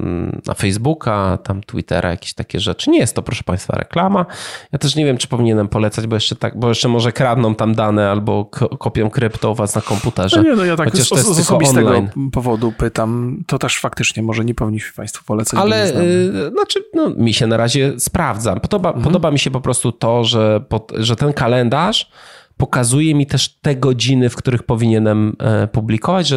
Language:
Polish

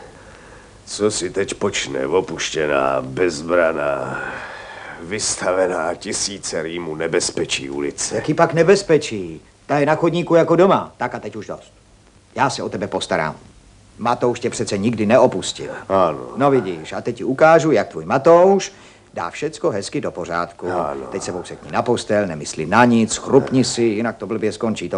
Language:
Czech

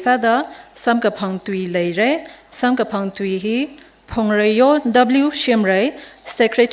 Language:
Tangkhul Naga (India)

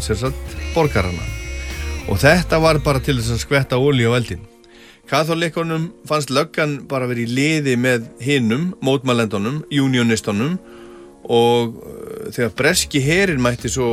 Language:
Icelandic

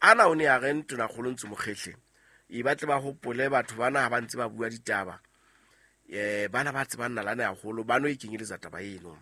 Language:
Southern Sotho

